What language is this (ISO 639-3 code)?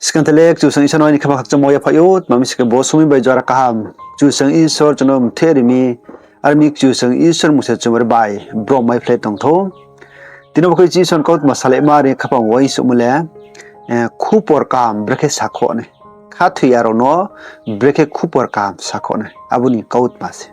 ria